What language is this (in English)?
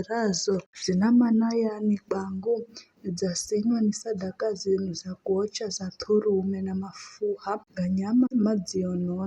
Giryama